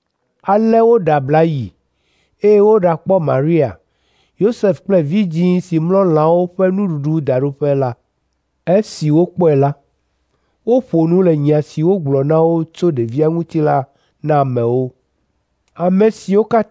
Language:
Ewe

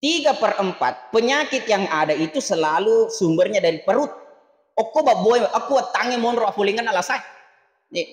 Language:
Buginese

